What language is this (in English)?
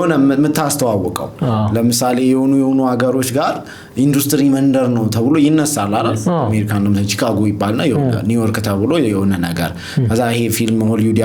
Amharic